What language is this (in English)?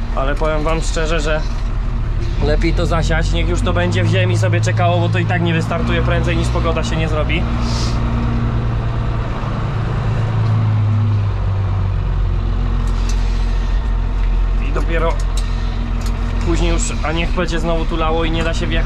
Polish